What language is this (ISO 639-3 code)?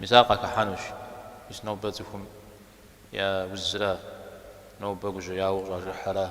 kbd